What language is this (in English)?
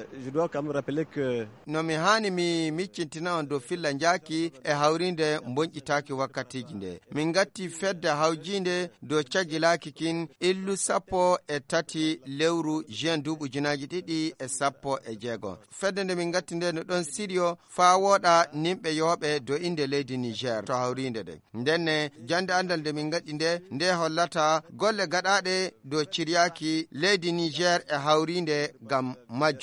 Fula